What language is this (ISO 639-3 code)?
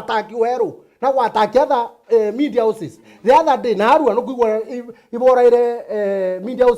mer